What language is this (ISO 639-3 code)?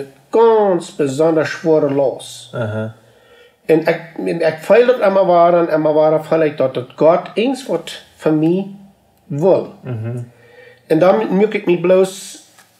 pdt